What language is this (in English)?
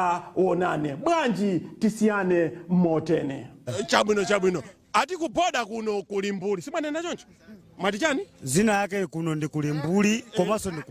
Nyanja